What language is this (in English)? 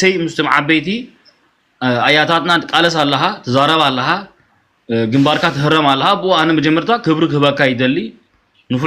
Tigrinya